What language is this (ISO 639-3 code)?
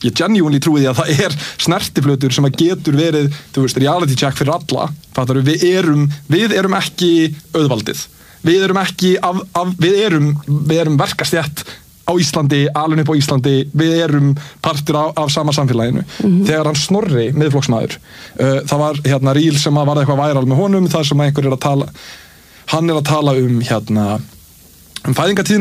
isl